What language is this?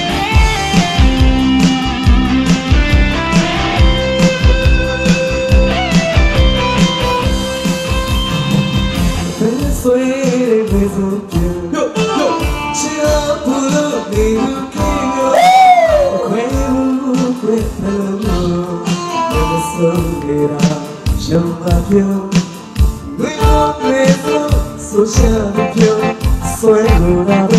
Burmese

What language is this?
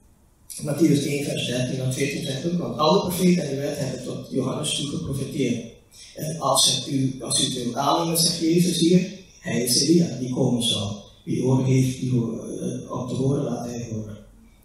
Dutch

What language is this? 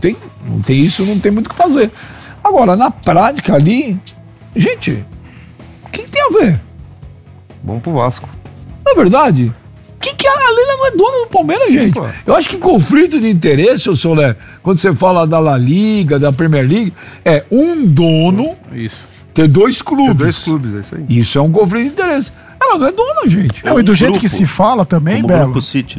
Portuguese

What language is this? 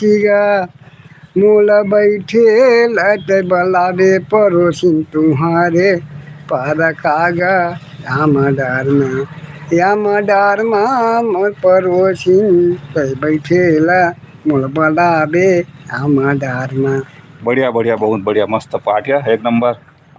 Chhattisgarhi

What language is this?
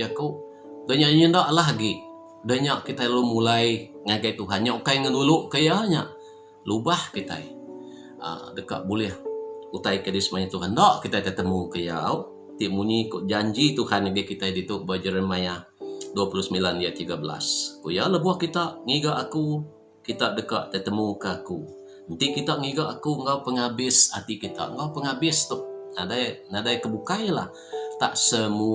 Iban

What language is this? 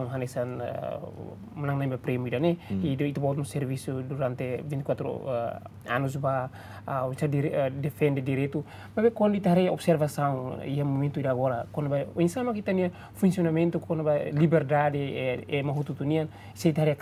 Tetum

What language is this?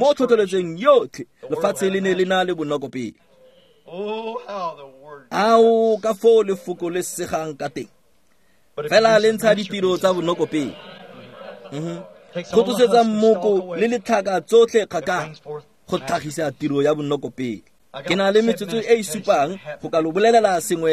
Tswana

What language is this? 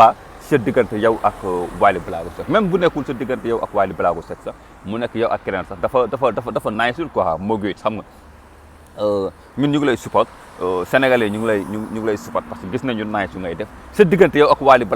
Wolof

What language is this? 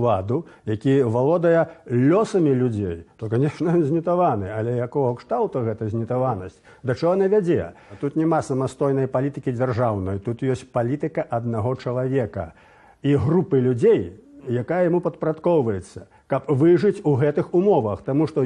Belarusian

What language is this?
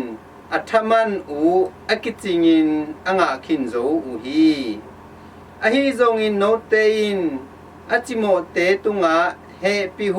Tedim Chin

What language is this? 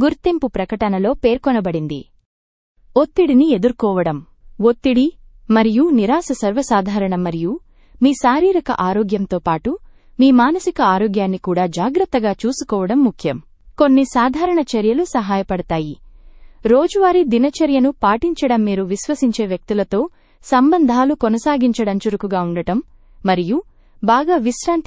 Telugu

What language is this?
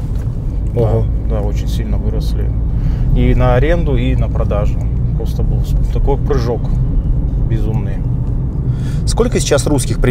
Russian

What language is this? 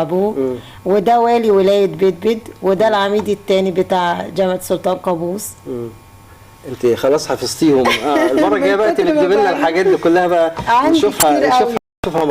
Egyptian Arabic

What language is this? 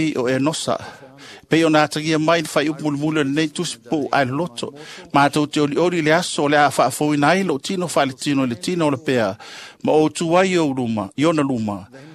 Samoan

